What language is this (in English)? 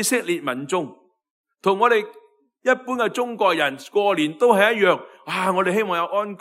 Cantonese